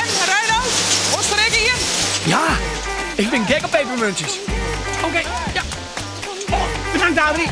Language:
Western Frisian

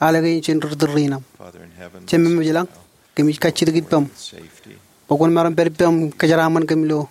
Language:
Marshallese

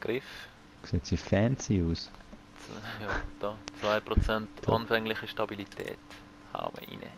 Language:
Swiss German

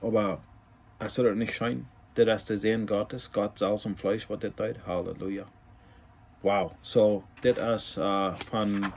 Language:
Plautdietsch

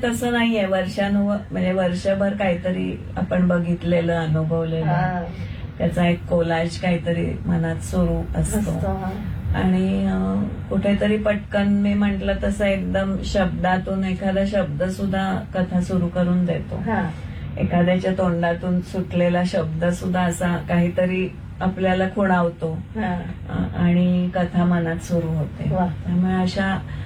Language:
Marathi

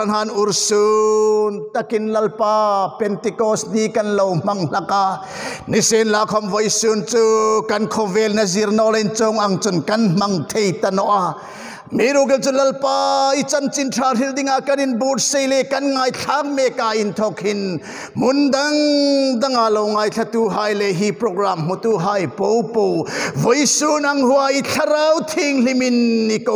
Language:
Hmar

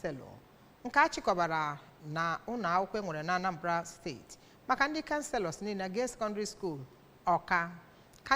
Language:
Igbo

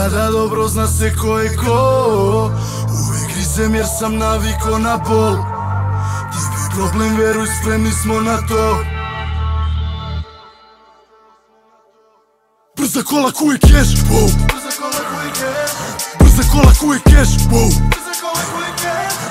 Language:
Serbian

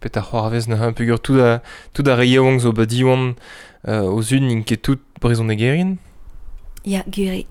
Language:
Breton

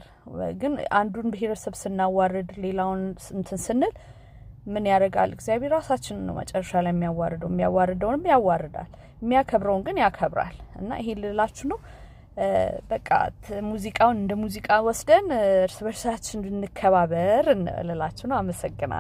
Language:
Amharic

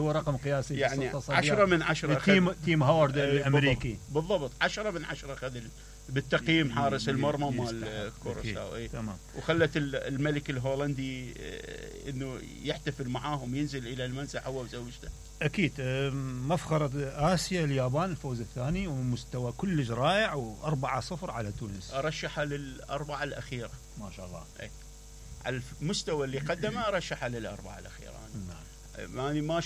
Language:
Mesopotamian Arabic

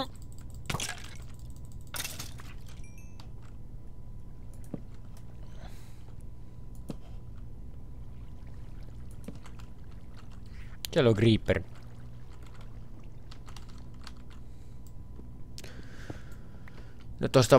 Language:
Finnish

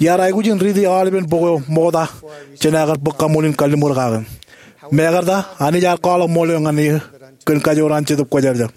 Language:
Marshallese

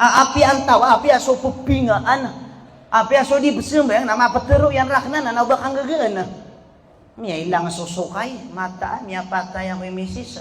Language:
Maranao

